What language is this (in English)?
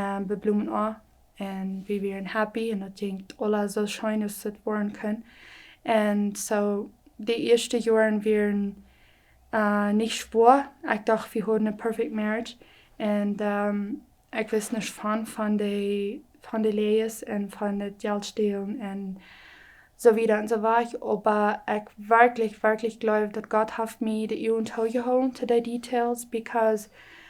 Plautdietsch